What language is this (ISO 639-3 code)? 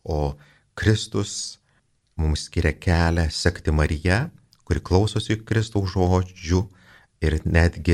lit